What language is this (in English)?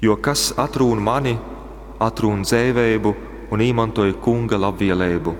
Latgalian